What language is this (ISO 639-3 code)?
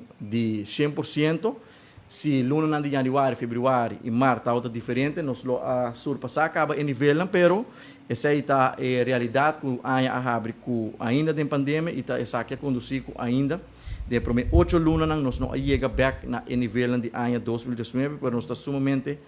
pap